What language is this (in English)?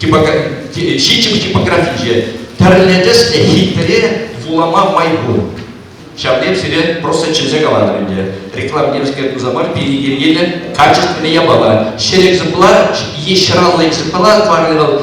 Chuvash